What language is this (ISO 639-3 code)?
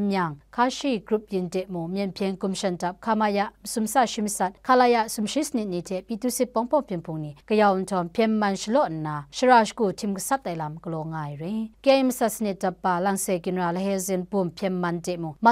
kac